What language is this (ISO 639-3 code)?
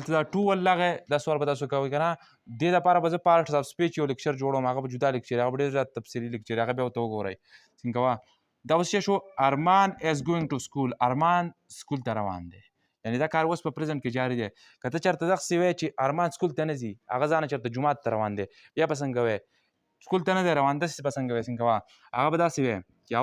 pus